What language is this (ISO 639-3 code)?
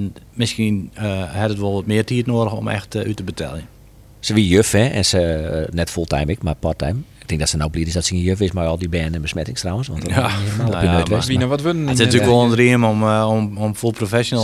fry